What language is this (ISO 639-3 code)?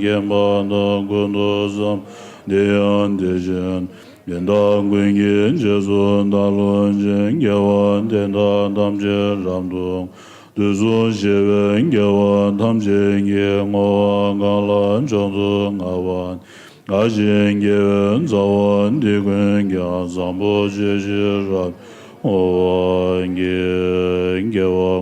bod